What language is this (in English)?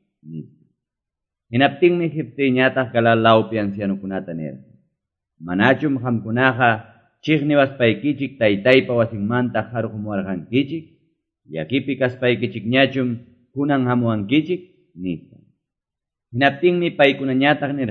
Quechua